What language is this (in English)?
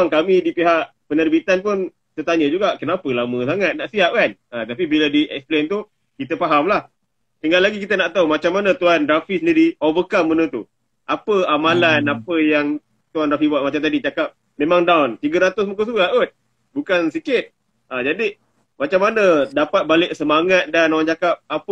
Malay